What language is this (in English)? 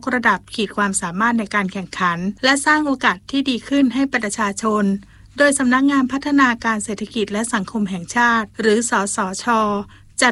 Thai